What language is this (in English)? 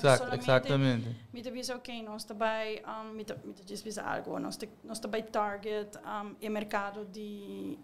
Papiamento